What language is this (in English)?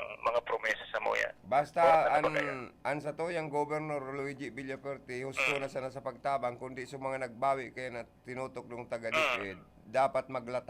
Bikol